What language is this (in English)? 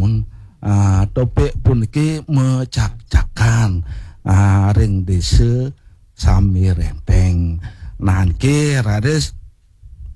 Balinese